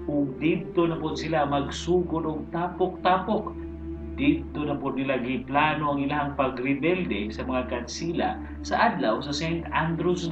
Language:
Cebuano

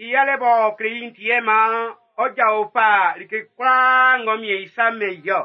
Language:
Baoulé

